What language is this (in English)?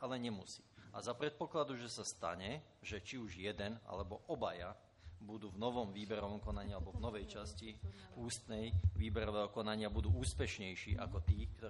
Slovak